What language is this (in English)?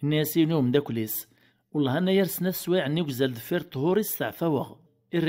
Kabyle